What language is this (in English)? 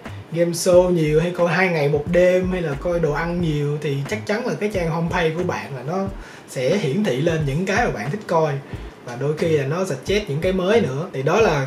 Vietnamese